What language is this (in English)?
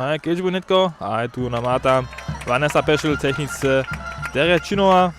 Upper Sorbian